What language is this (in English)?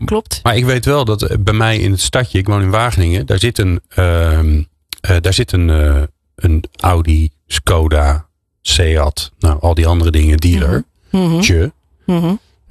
Dutch